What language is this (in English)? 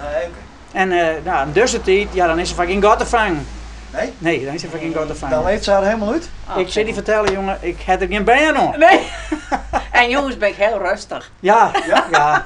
Western Frisian